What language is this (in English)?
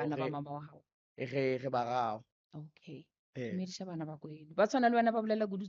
Northern Sotho